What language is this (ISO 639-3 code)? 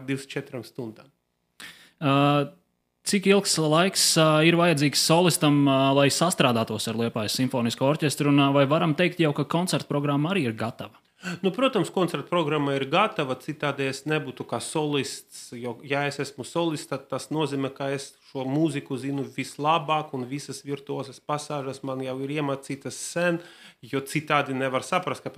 lav